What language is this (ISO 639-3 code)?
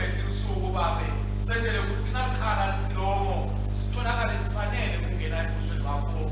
ssw